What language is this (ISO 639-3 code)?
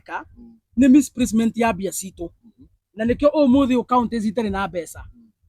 kik